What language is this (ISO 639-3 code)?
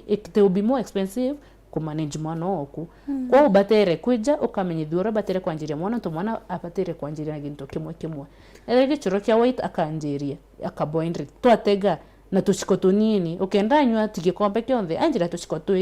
mer